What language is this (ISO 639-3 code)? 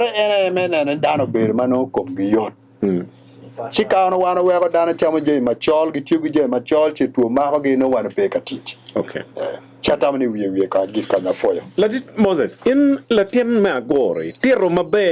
ach